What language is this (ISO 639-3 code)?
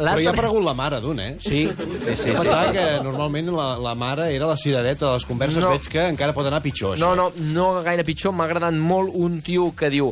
cat